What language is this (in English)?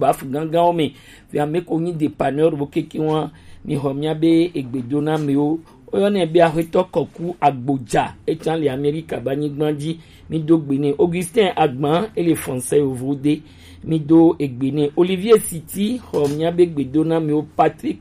Gen